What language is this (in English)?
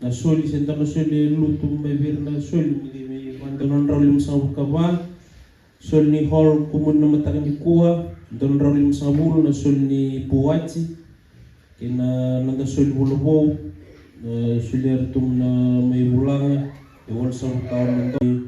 Fijian